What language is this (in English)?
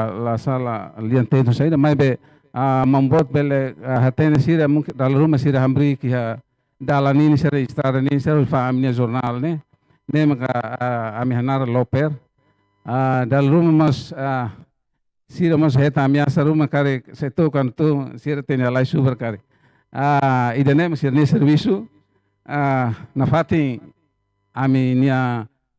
Tetum